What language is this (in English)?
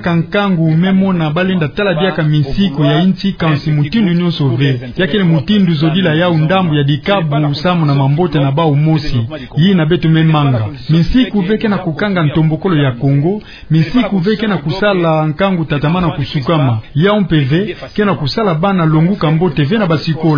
Kituba (Democratic Republic of Congo)